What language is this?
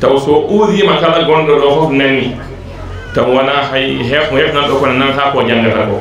Fula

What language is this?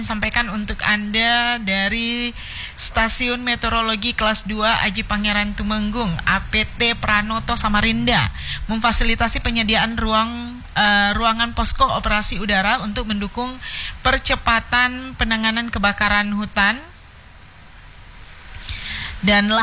Indonesian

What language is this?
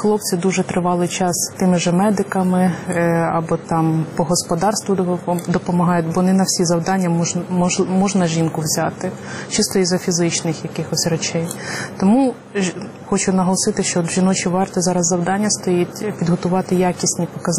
Ukrainian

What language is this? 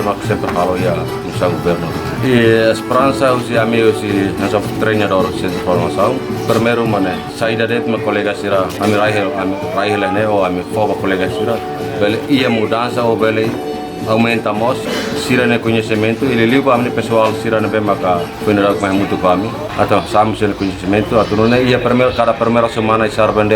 Tetum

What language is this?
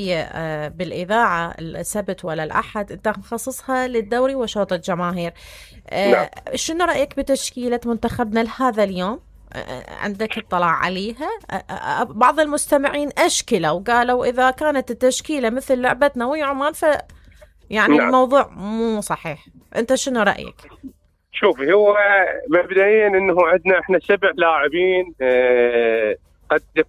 Mesopotamian Arabic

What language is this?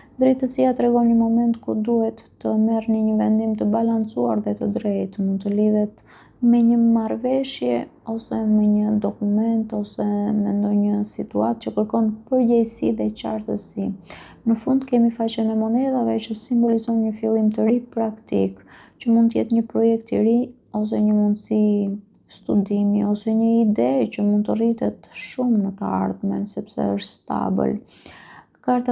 Albanian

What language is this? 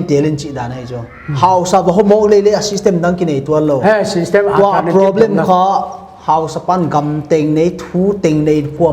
Paite Chin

